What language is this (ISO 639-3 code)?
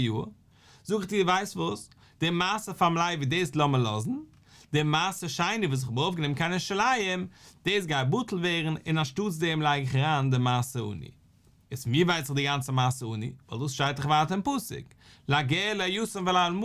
yid